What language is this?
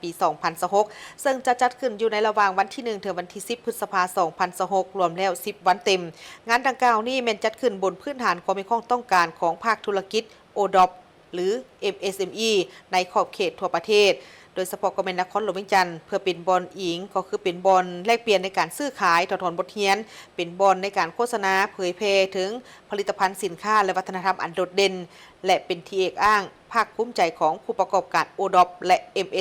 Lao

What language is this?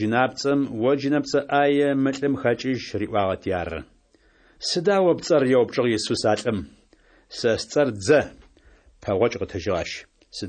Adyghe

